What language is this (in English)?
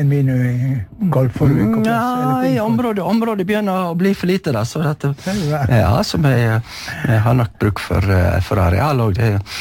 Norwegian